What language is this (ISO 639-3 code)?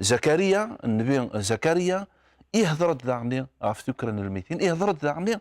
kab